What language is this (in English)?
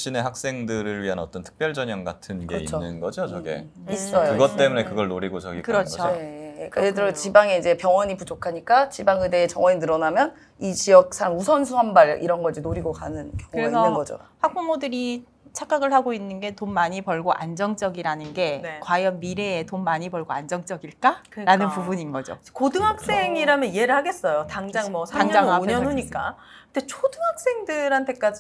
Korean